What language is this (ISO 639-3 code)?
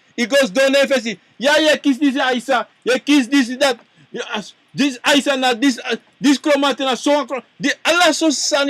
srn